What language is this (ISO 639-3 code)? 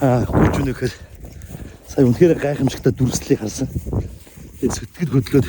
mon